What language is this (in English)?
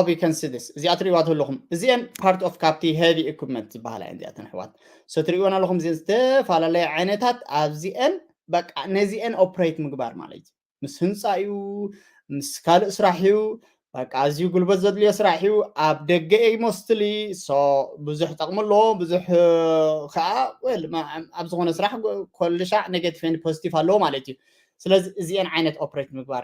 Tigrinya